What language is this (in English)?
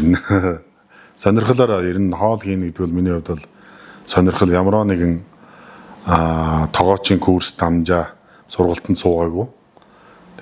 Mongolian